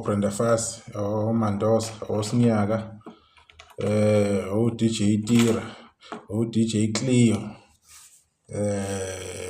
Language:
Zulu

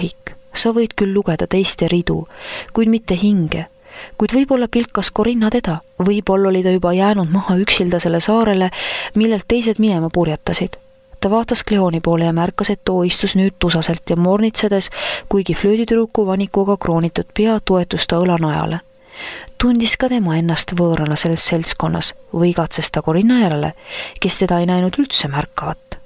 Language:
Estonian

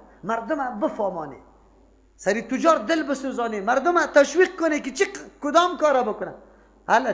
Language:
Persian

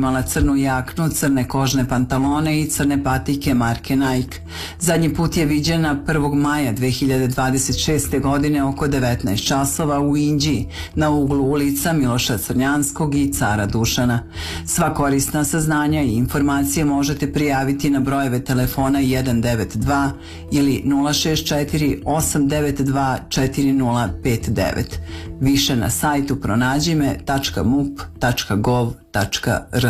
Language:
Serbian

